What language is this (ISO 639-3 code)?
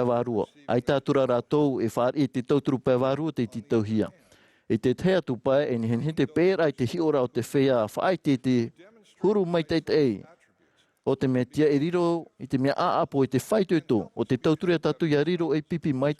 tah